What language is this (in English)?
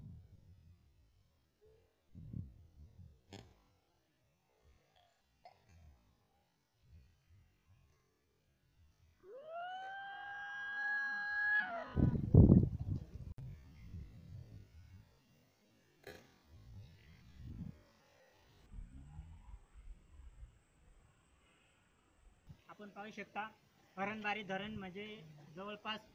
Marathi